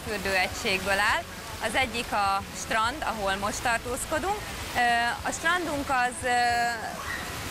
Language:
Hungarian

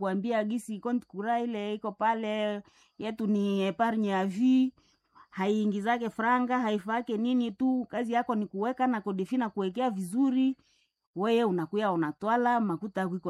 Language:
Swahili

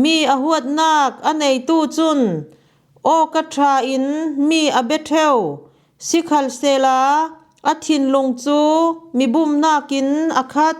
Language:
Falam Chin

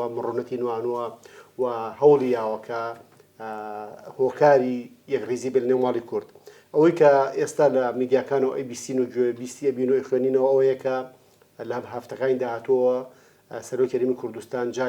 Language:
Central Kurdish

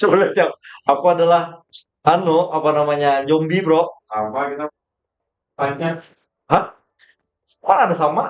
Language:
Banjar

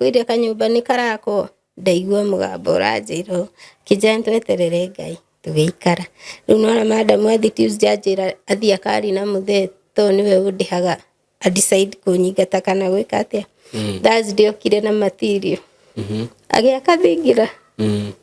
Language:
Kikuyu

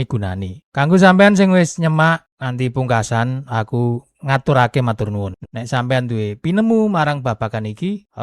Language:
Javanese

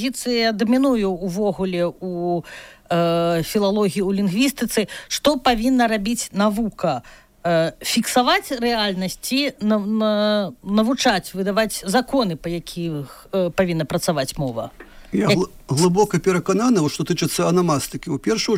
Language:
Belarusian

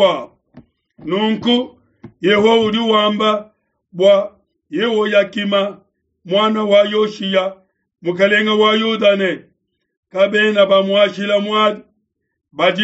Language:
Luba-Lulua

